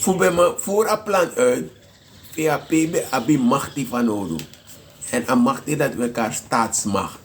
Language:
Sranan Tongo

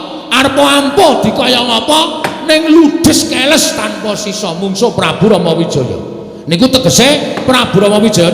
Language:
Javanese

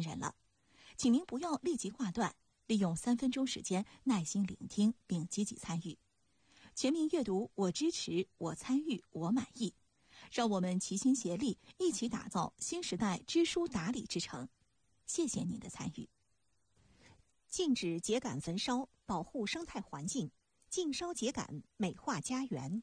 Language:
Chinese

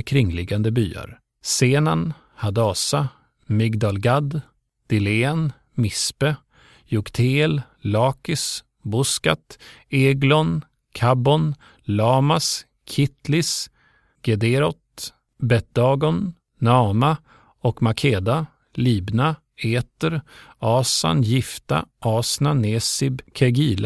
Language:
Swedish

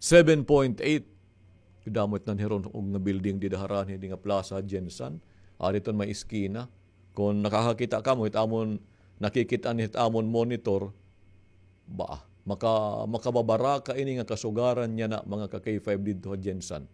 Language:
Waray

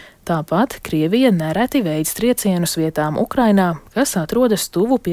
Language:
Latvian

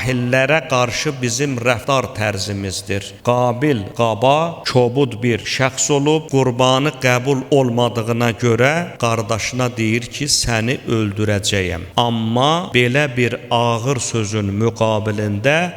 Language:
Azerbaijani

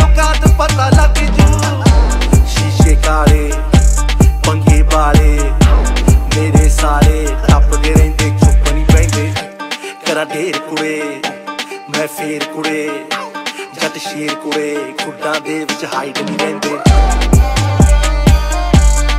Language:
Punjabi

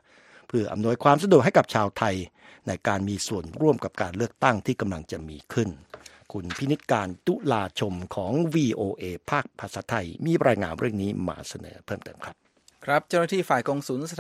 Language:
Thai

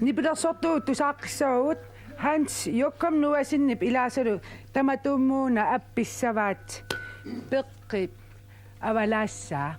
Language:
Kalaallisut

